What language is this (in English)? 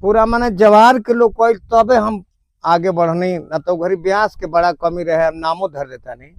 Bhojpuri